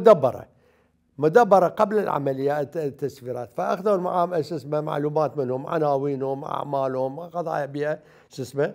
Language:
Mesopotamian Arabic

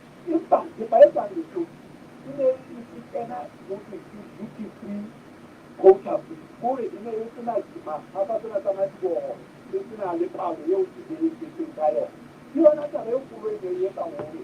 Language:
Southern Sotho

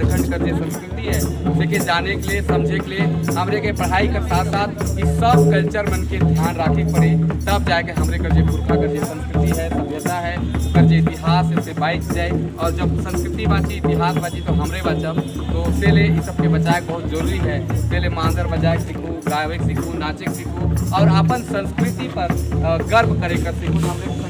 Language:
Sadri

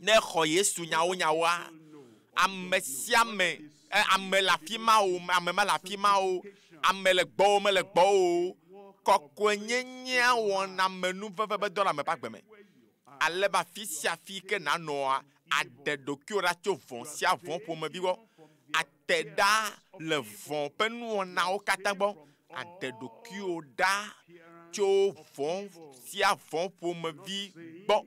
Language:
Ewe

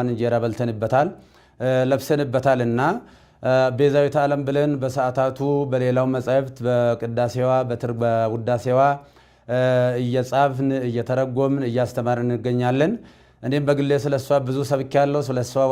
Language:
Amharic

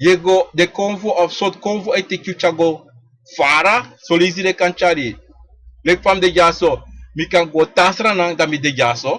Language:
Sranan Tongo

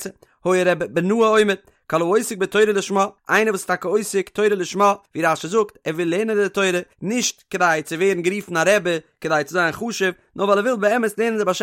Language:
Yiddish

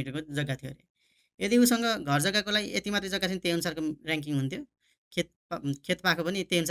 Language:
Nepali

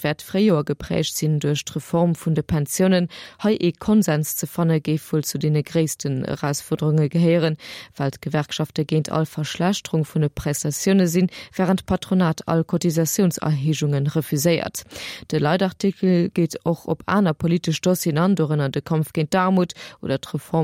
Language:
Luxembourgish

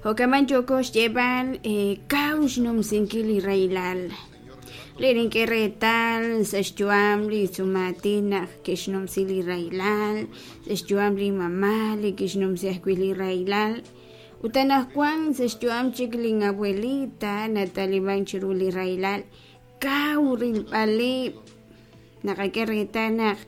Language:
Kekchí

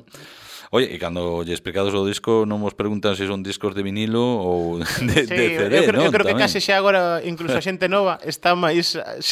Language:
Galician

